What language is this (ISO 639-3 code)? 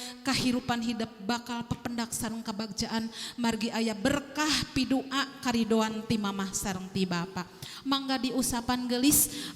sun